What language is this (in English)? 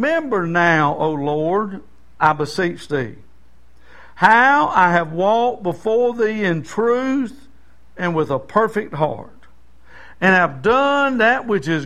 English